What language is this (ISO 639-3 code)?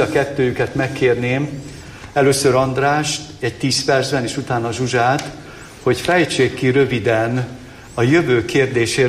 hun